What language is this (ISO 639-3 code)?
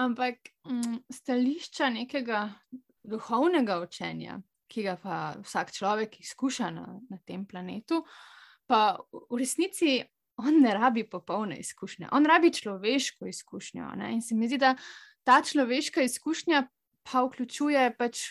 slv